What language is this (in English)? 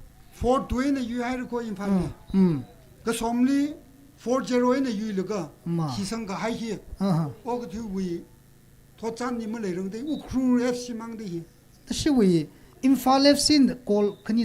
Tangkhul Naga (India)